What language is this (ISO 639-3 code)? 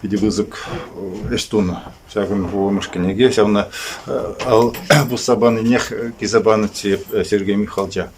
chv